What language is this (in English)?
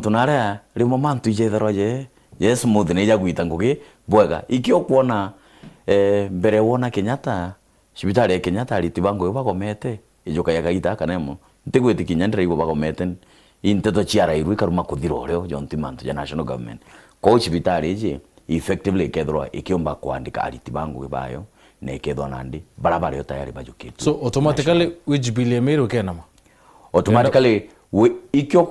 Meru